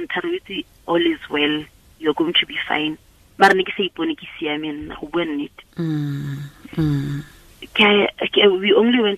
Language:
Tswana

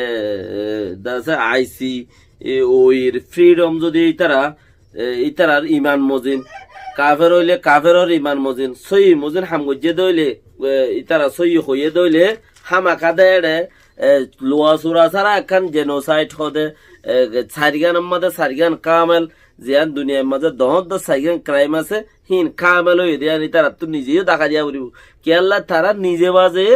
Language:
Rohingya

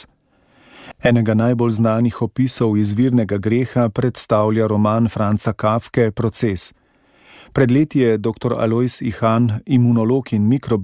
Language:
Slovenian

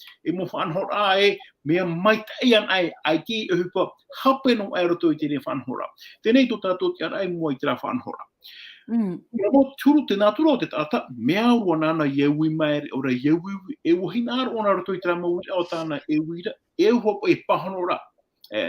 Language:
Tahitian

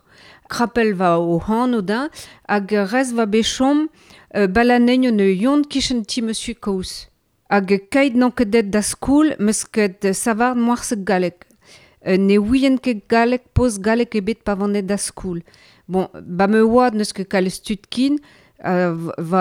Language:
Breton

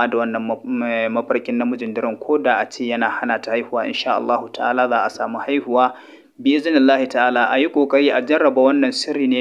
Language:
Hausa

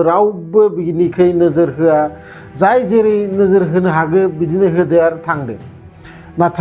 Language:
Bodo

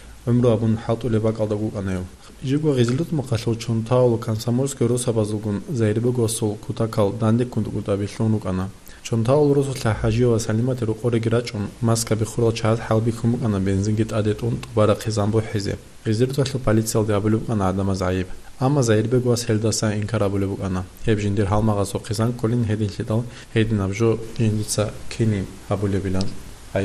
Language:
Avaric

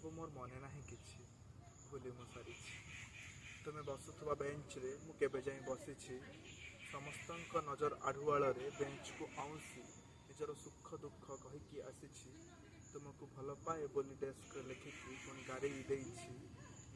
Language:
Odia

